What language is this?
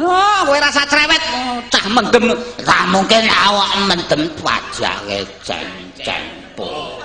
Javanese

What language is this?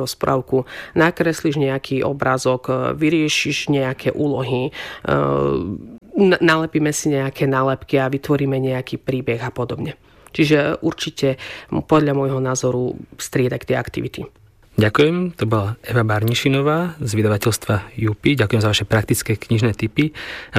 Slovak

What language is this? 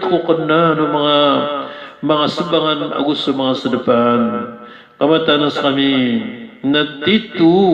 Maranao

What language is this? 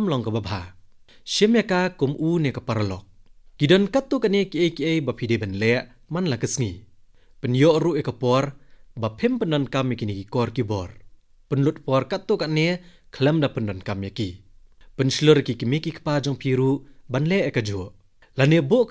Khasi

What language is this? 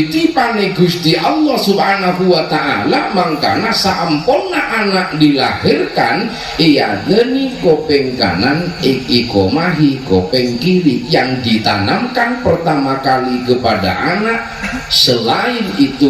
Madurese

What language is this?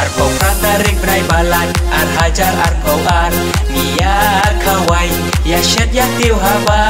Khasi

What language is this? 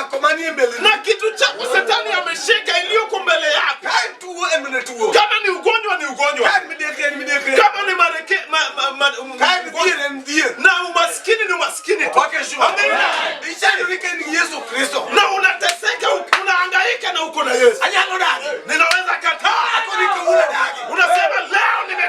Luo (Kenya and Tanzania)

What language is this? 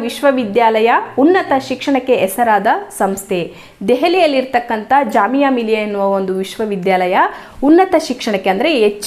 Kannada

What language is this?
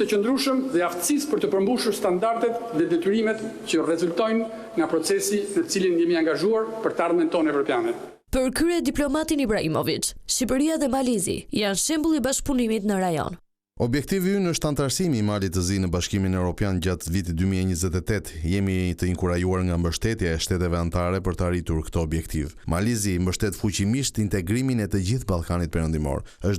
Albanian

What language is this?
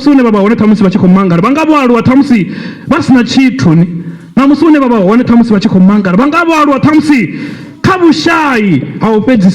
Venda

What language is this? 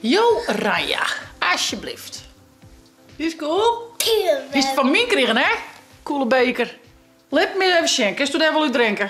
Western Frisian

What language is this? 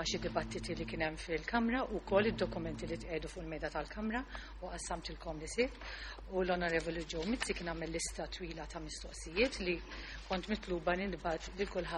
Maltese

